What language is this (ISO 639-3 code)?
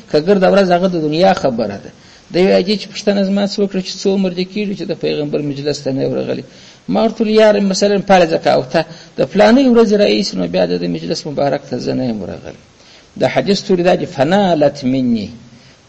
pus